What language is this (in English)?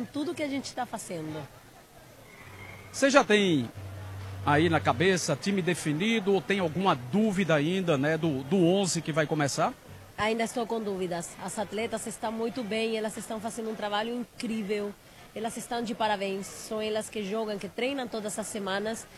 Portuguese